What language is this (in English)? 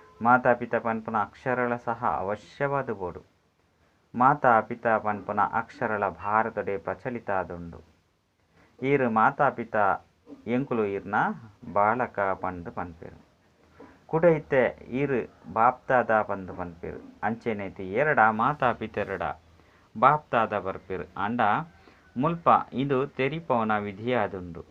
Tulu